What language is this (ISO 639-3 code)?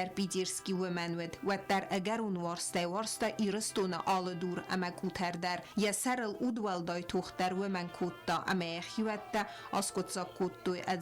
oss